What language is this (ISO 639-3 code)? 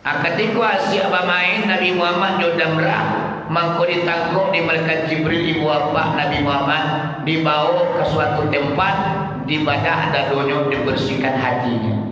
min